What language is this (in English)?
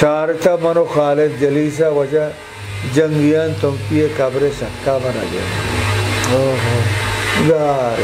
Eastern Balochi